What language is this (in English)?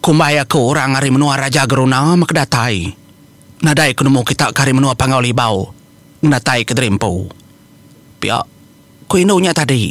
Iban